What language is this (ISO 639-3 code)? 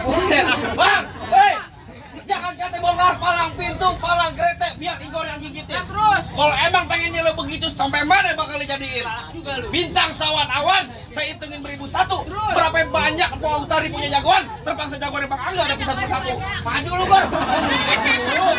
bew